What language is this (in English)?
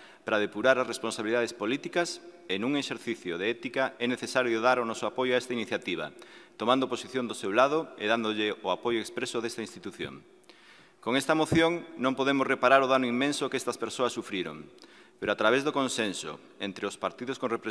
Galician